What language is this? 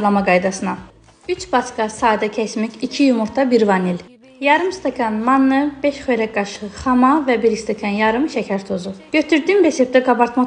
Azerbaijani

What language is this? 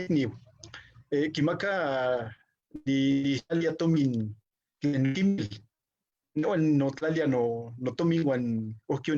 Eastern Huasteca Nahuatl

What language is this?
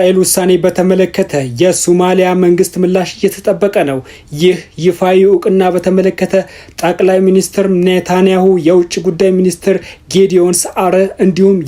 Amharic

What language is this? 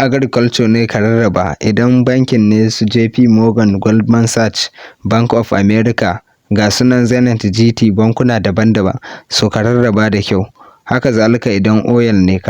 Hausa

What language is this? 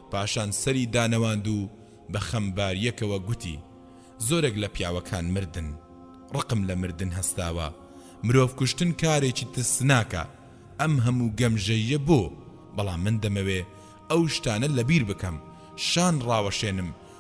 Central Kurdish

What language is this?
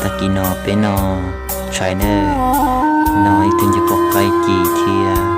Hmong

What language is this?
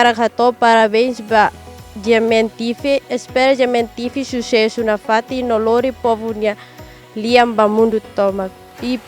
Tetum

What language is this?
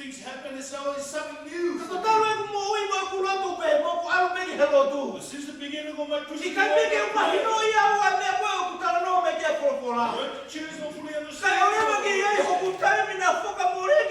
Tongan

